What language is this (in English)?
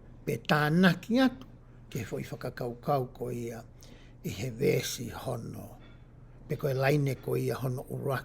Tongan